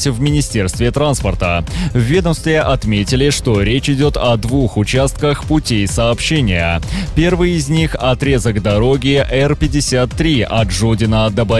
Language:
Russian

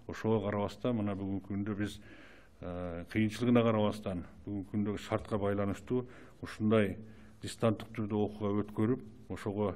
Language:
Kyrgyz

